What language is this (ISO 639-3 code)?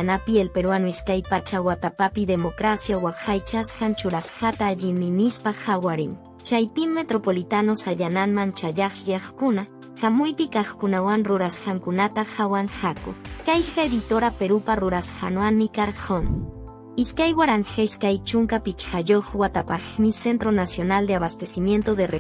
que